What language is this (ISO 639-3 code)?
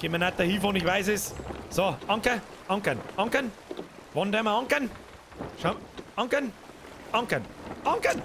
bar